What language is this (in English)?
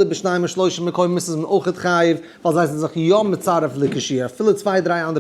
Yiddish